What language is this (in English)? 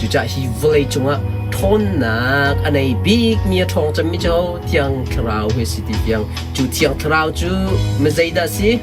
Hakha Chin